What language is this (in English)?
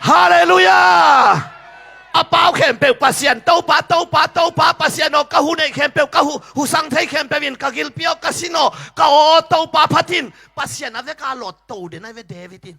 Tedim Chin